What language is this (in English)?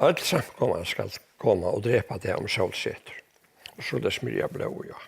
Faroese